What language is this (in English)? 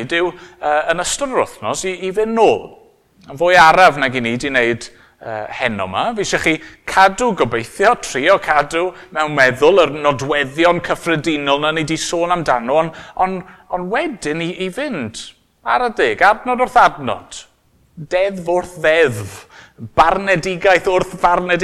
Welsh